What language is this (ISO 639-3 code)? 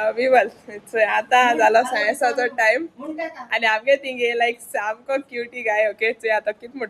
kok